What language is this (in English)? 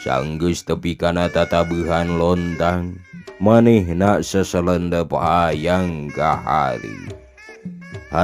Sundanese